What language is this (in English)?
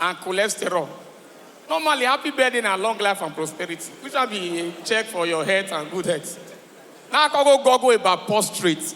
Nigerian Pidgin